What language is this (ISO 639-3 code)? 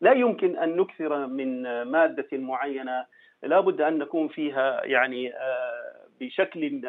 ars